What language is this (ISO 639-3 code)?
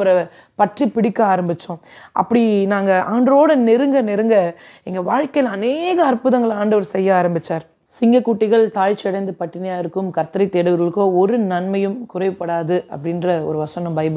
tam